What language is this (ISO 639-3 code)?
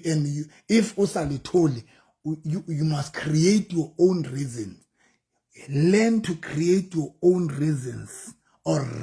sot